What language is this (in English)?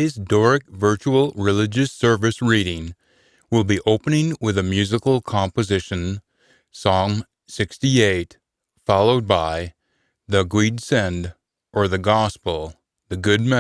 Scots